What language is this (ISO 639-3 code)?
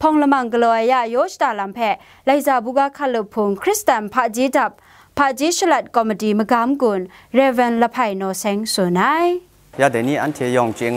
kac